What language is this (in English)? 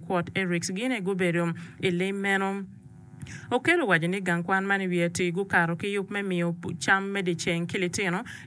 Acoli